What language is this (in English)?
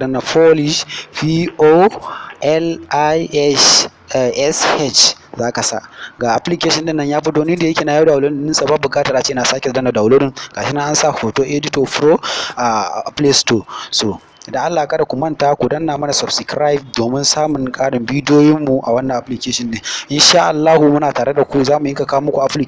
Hausa